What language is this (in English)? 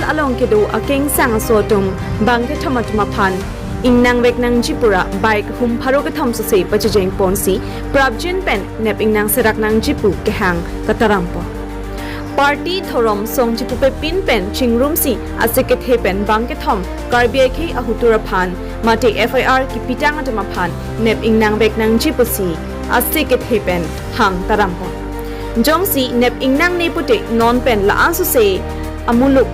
Karbi